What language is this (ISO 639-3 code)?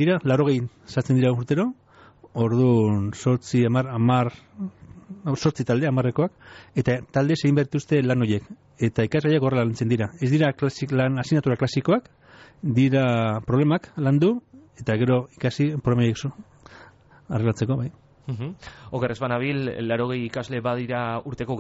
eus